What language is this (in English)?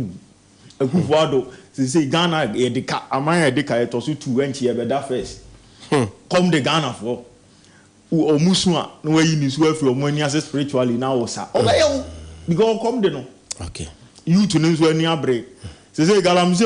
Akan